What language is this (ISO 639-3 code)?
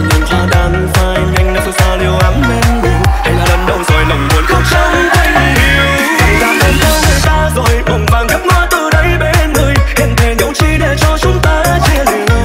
vie